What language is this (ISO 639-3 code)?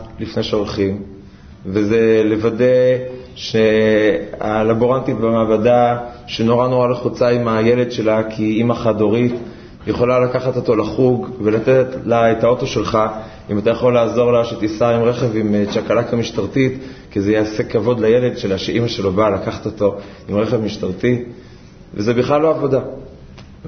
heb